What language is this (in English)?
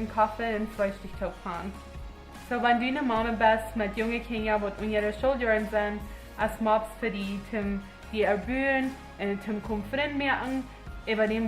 Plautdietsch